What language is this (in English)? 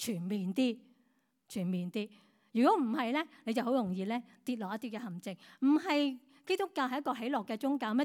Cantonese